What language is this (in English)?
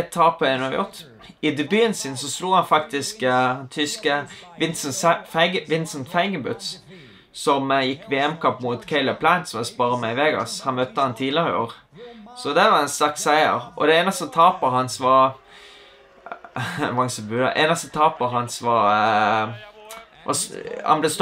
Norwegian